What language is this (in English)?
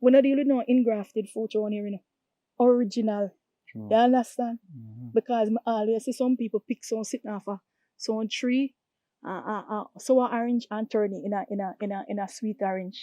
Jamaican Creole English